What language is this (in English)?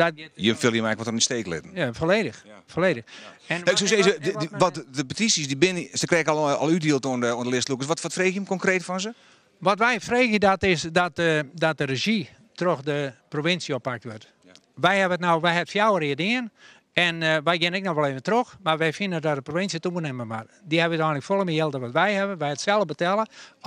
Western Frisian